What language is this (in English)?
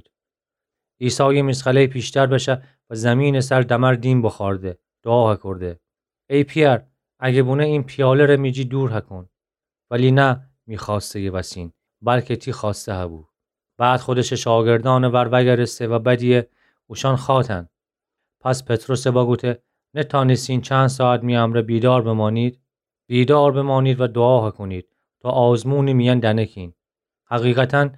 Gilaki